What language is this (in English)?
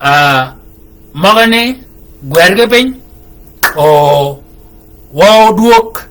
Shilluk